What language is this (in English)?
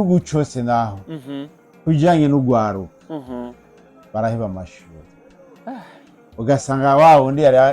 Rundi